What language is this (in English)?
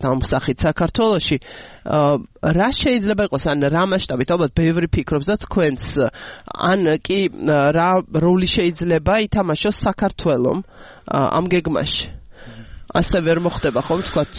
Georgian